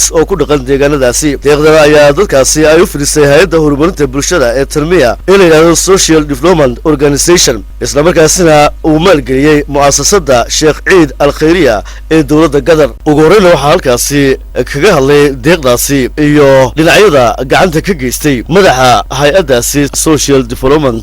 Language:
Somali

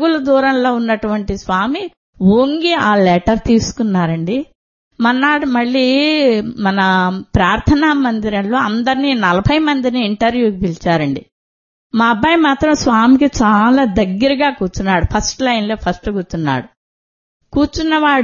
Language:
Telugu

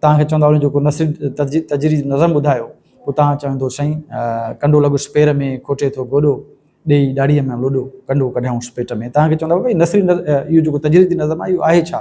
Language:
Sindhi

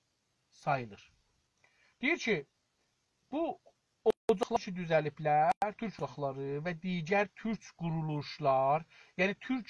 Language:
South Azerbaijani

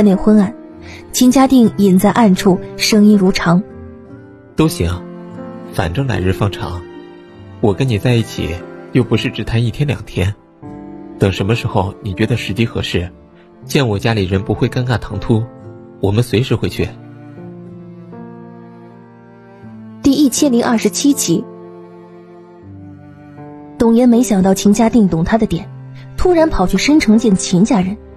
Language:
Chinese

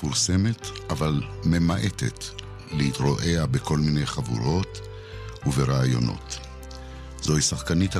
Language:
Hebrew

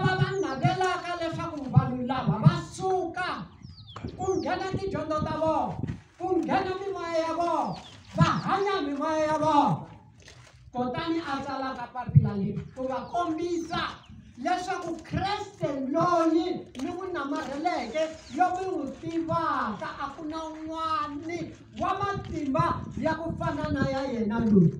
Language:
Tsonga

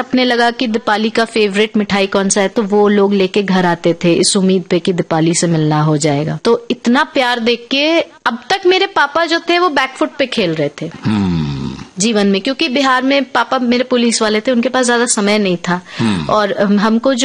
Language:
Hindi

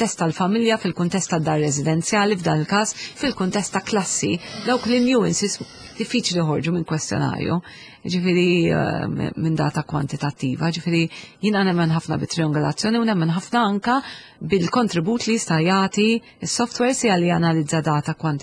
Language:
Maltese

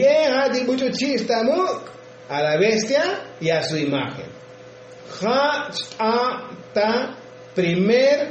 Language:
Tzotzil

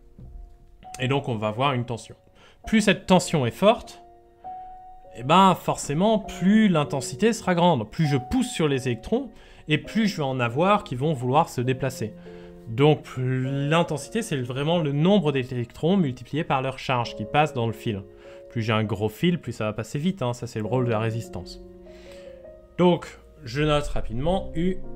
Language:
French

